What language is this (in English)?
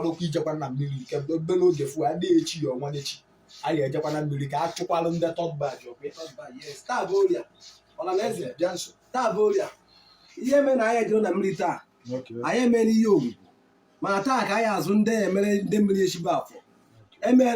Igbo